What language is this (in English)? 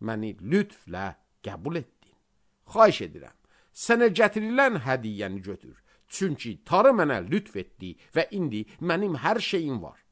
Azerbaijani